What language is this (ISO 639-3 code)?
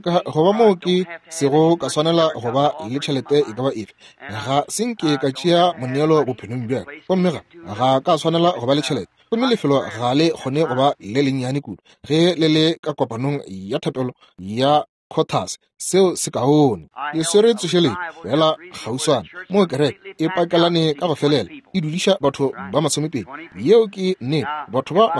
nso